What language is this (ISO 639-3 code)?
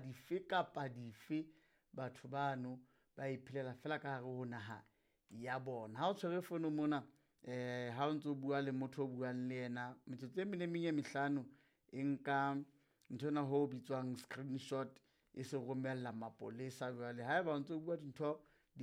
sot